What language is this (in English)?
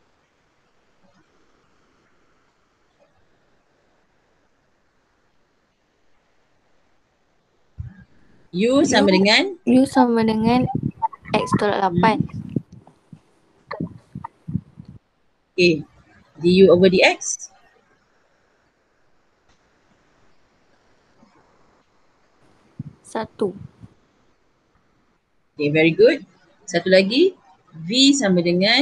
Malay